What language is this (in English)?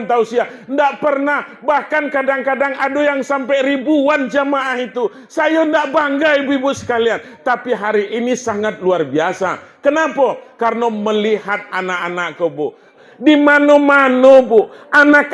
Minangkabau